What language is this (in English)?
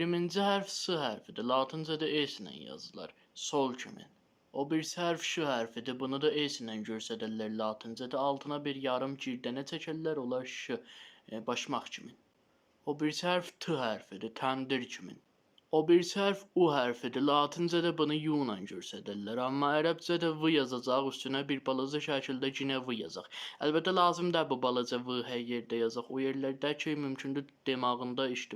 South Azerbaijani